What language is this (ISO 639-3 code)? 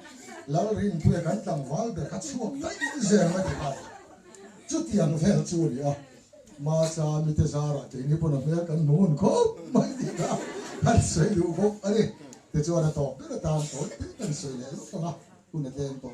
lus